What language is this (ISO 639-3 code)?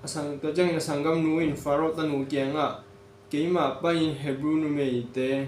ctd